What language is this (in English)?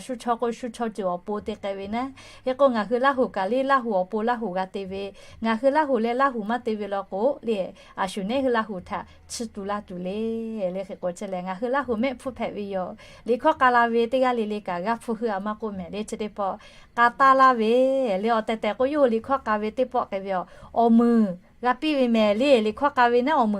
Lahu